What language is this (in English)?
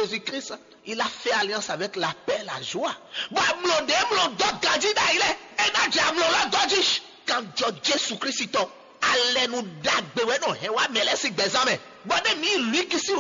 Fon